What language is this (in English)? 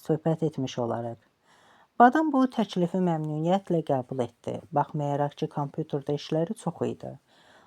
Azerbaijani